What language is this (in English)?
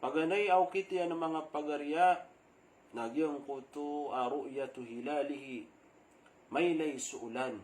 Maranao